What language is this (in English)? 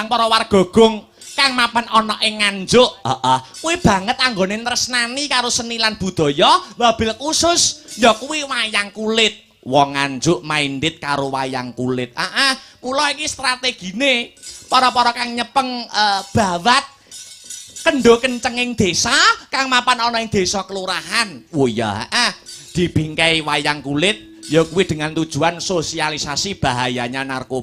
Javanese